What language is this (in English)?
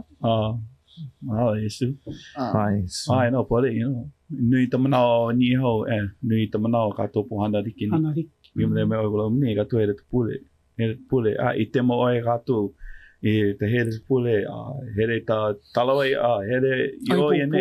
Hawaiian